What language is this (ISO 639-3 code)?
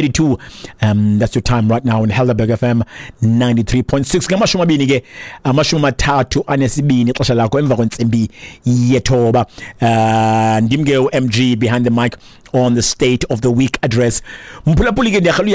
xho